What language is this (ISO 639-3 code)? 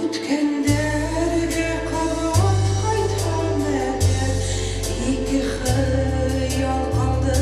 bak